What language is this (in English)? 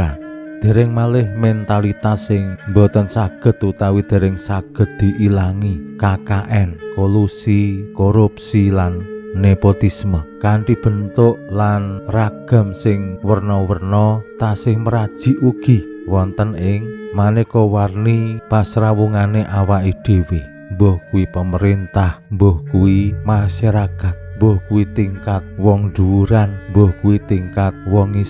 Javanese